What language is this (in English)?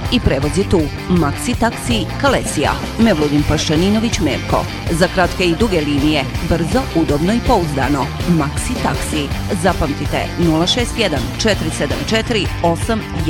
Bosnian